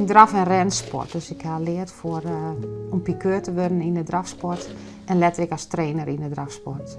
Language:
Western Frisian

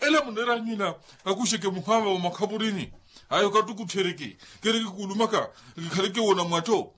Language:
Makhuwa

